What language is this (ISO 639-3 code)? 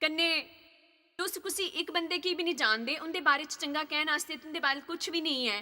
doi